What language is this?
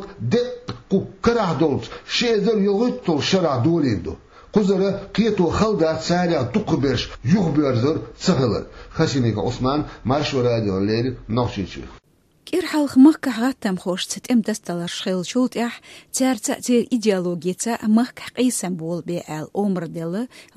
Chechen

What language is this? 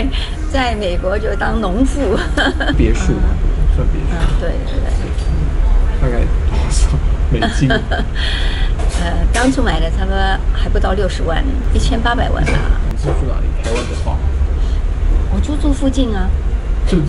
Chinese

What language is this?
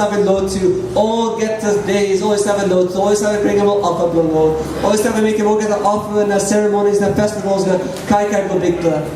Tok Pisin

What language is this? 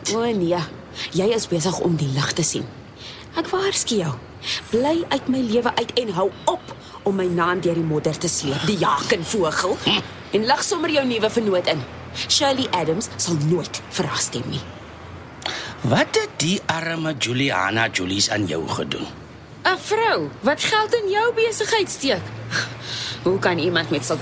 Afrikaans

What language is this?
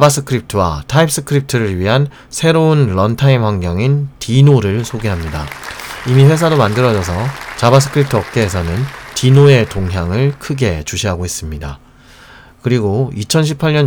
Korean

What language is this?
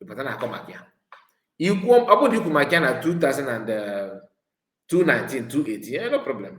Igbo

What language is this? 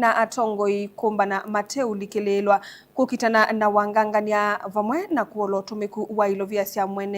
Kamba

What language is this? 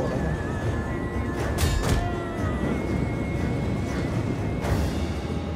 Vietnamese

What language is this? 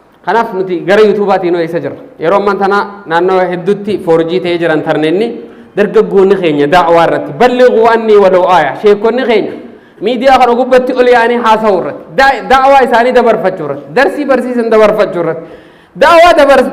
Oromo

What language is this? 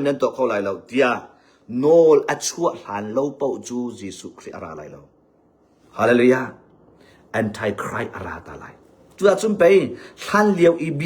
Hakha Chin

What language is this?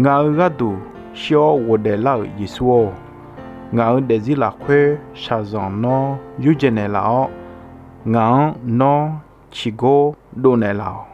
Akha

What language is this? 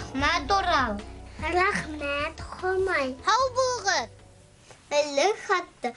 Bashkir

